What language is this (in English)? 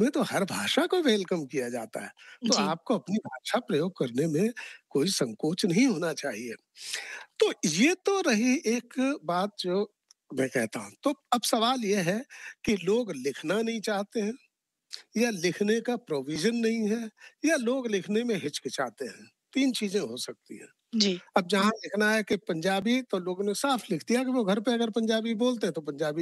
Hindi